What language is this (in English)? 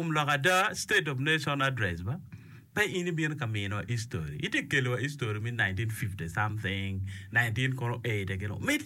Acoli